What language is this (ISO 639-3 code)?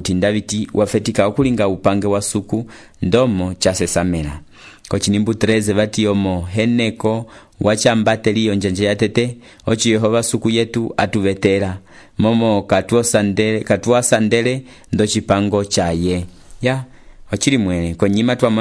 umb